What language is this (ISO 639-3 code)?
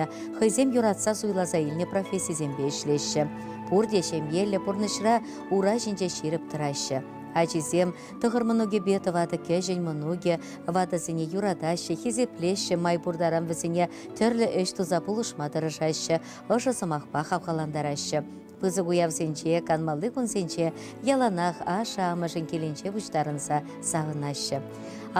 chv